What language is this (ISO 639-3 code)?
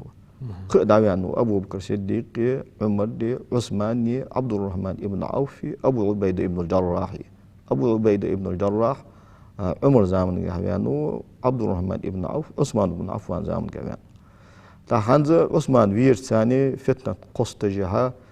inh